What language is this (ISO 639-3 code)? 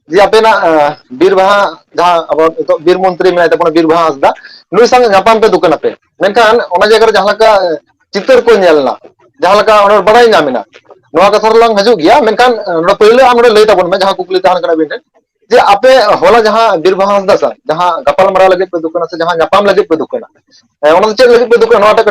sat